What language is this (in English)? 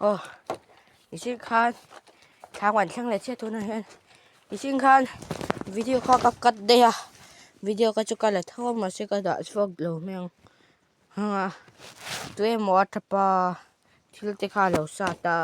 Mizo